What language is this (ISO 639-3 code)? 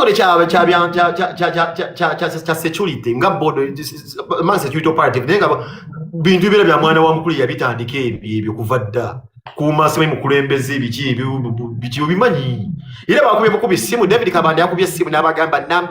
lug